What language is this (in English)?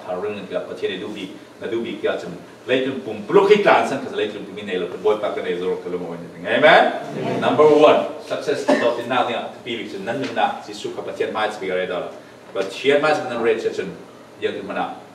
Falam Chin